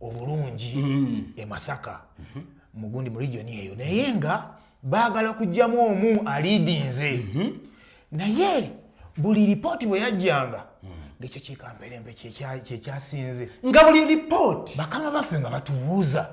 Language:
Ganda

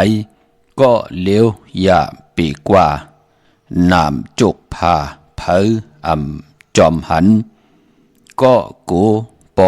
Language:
Shan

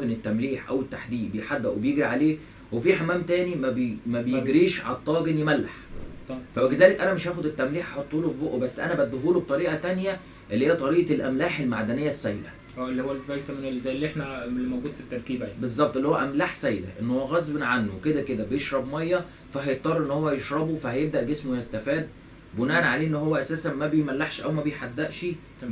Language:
Egyptian Arabic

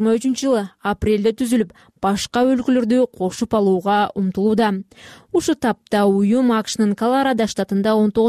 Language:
Kyrgyz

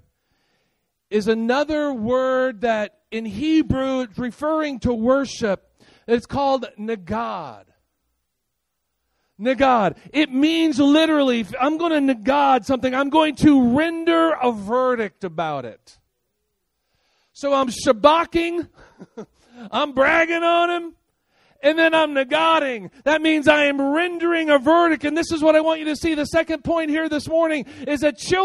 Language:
English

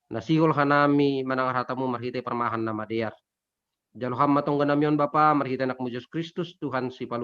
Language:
Batak Simalungun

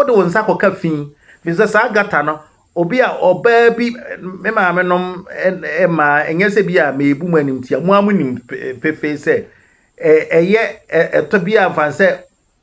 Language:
Akan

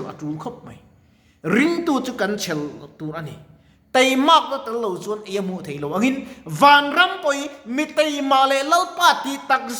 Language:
Mizo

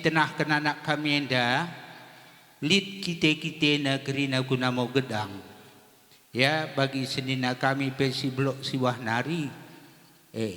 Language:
Batak Karo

